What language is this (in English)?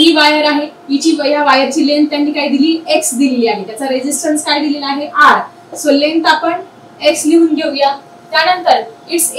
Marathi